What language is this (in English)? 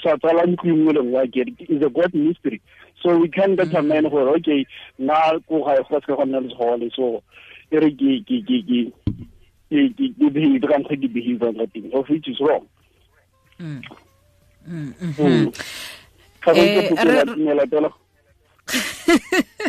Tswana